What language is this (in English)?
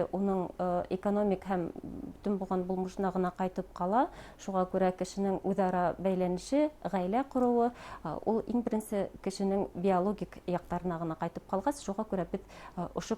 Bashkir